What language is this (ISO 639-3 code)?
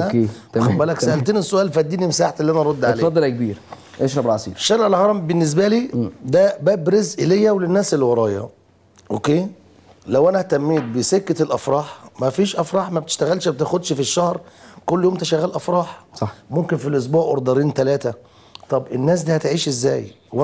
arz